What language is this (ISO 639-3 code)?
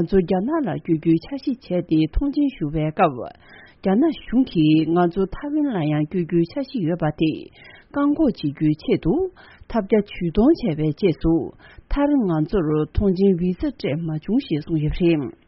bod